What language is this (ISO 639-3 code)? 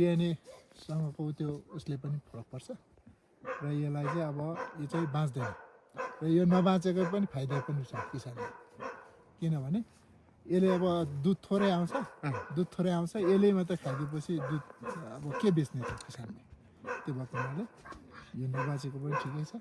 nep